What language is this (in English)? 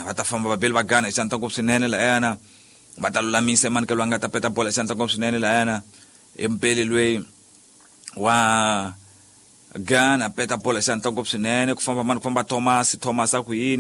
Tsonga